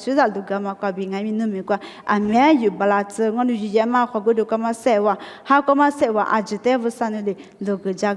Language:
Lisu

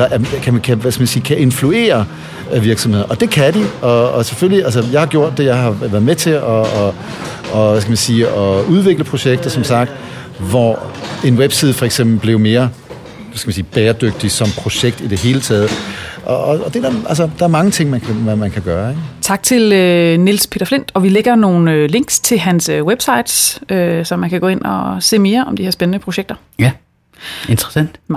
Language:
Danish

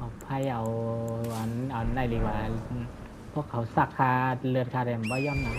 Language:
Shan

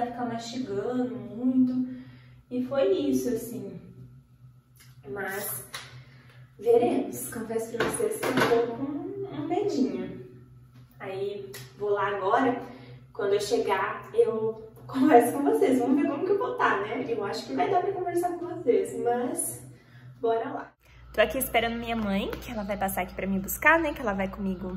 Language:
Portuguese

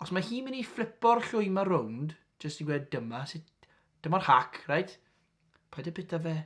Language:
Welsh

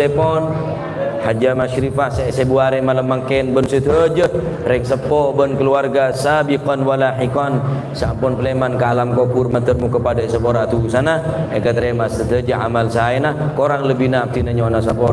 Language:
Madurese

